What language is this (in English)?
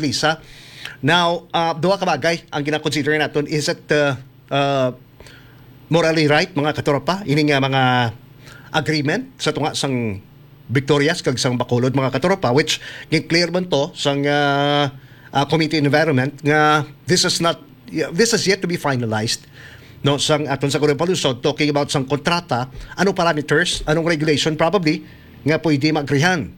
Hiligaynon